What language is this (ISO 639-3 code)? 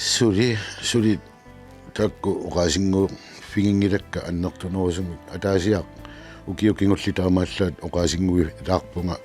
kal